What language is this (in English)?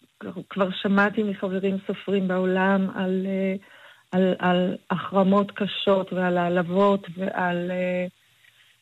Hebrew